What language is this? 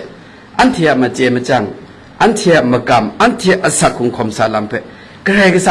Kachin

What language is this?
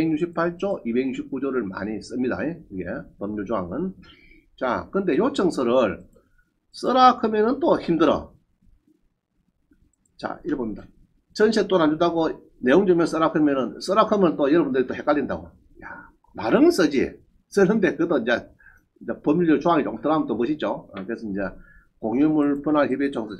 Korean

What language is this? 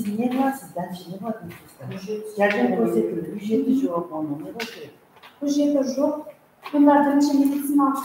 Kara-Kalpak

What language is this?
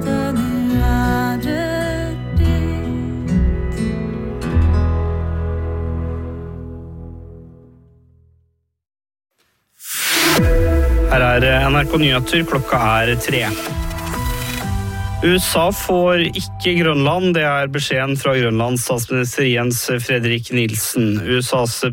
Norwegian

